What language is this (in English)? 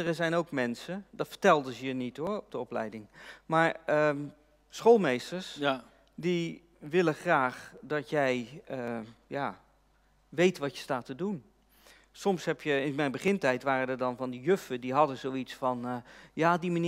Dutch